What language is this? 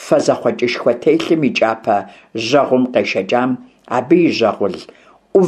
Kabardian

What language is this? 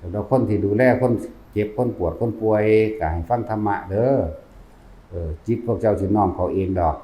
Northeastern Thai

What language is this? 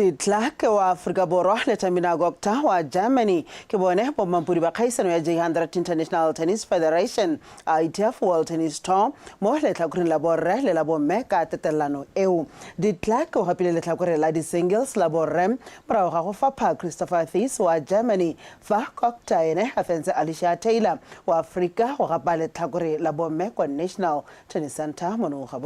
Tswana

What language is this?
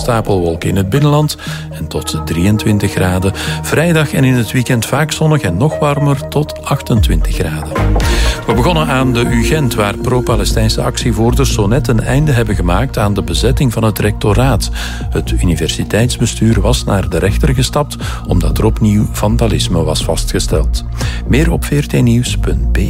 Dutch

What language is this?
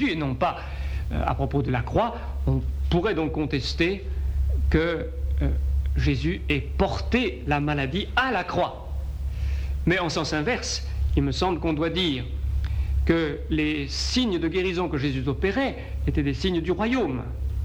French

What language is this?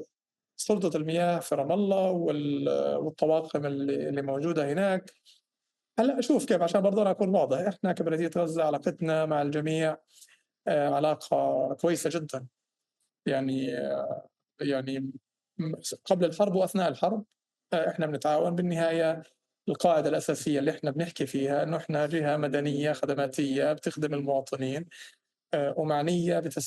North Levantine Arabic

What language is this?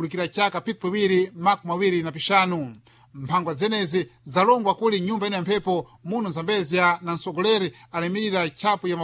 Sena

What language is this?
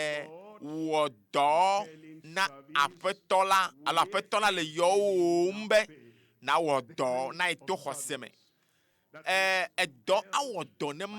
Ewe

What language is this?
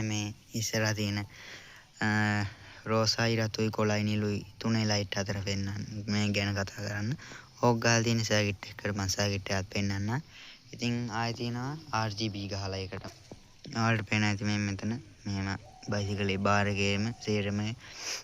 Sinhala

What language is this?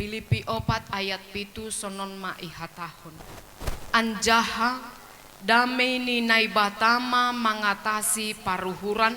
Batak Simalungun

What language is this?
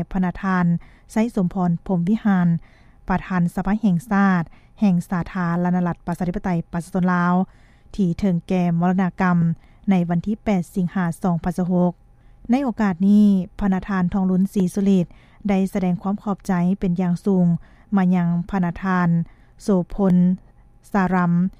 Lao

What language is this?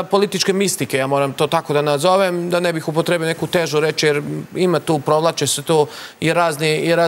Serbian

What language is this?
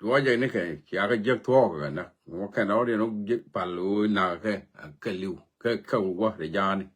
Nuer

